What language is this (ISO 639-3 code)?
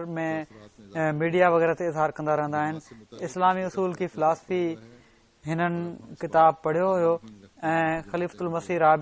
snd